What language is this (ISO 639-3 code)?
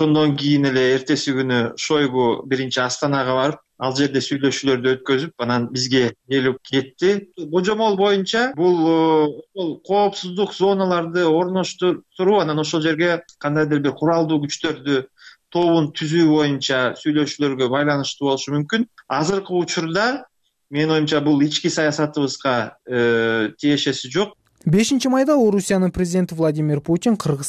kir